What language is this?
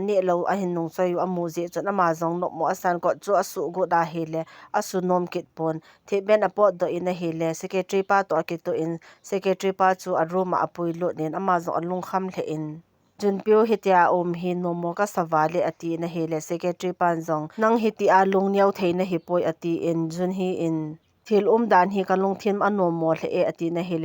Thado Chin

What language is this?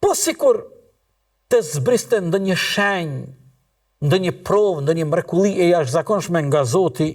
Albanian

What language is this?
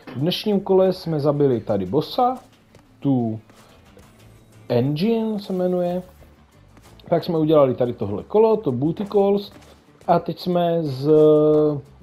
Czech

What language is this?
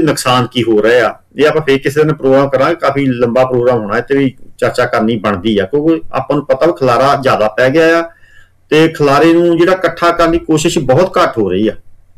Punjabi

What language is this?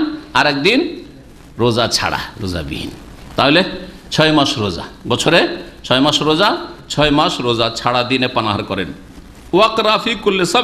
Bangla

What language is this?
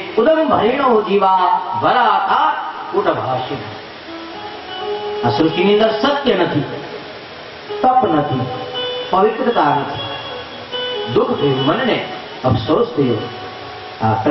Gujarati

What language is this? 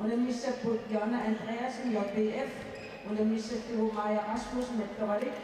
Kalaallisut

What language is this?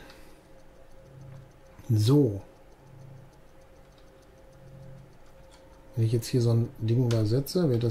German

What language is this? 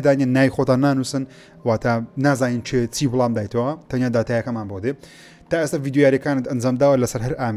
Central Kurdish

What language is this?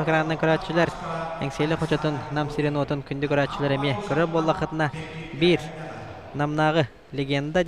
Yakut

